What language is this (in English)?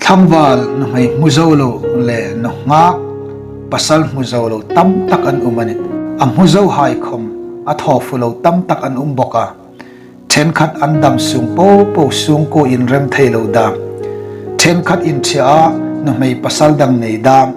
Hmar